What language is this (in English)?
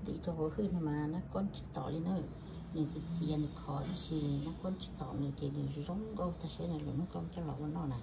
Hmong